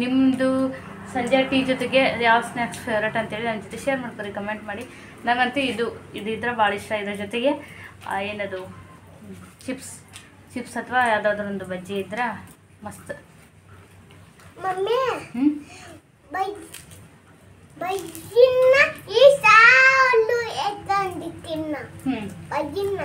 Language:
Kannada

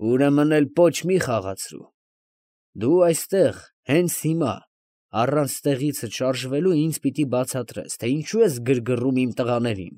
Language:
Armenian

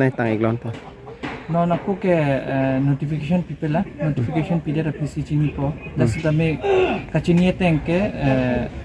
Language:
Karbi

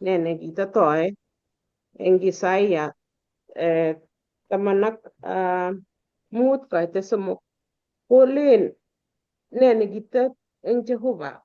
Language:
Kalenjin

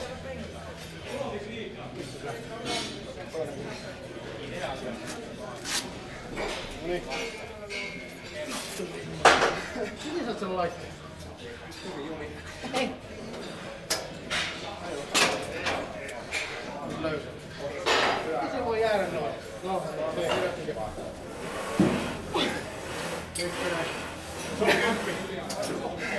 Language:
Finnish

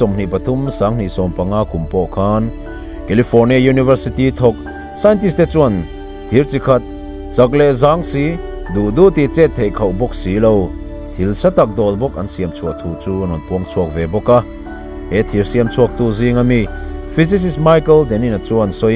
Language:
Mizo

